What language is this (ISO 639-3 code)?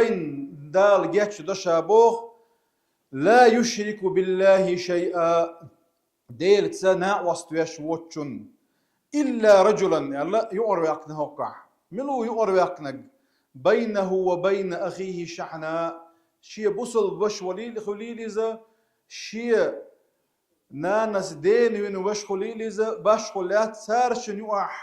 che